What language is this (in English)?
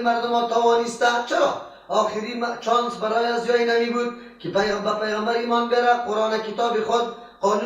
Persian